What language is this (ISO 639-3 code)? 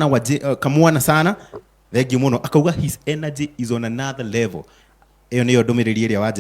kik